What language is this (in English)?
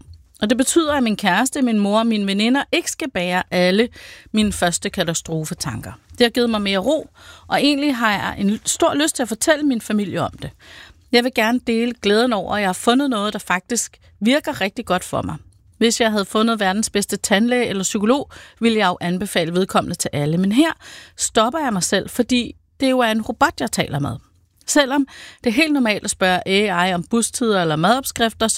Danish